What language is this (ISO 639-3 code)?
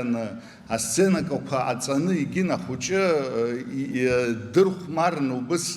abk